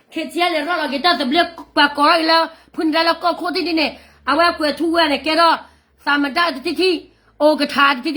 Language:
S'gaw Karen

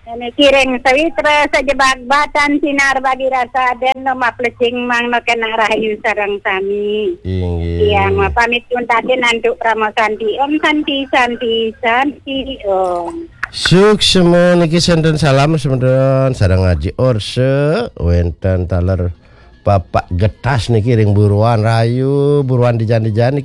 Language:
Balinese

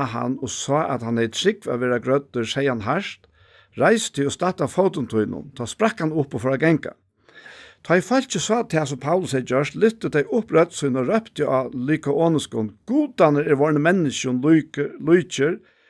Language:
Faroese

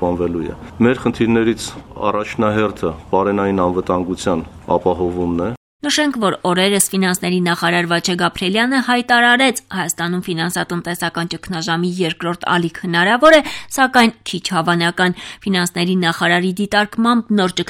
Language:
Armenian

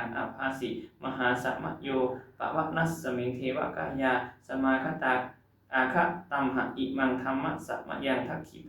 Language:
Pali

